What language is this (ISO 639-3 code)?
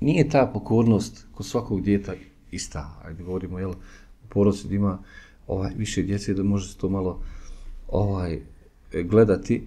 bos